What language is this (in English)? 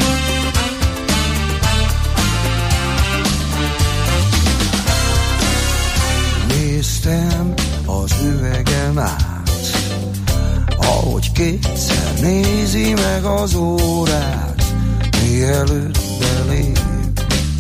Hungarian